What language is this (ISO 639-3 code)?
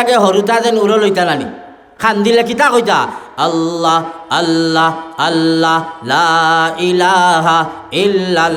syl